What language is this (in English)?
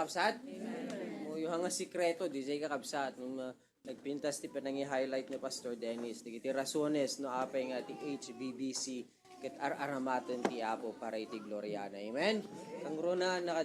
Iloko